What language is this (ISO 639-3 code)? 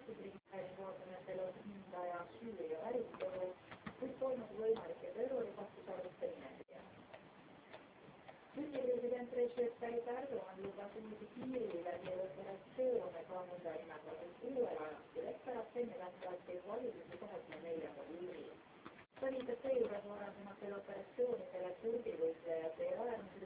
est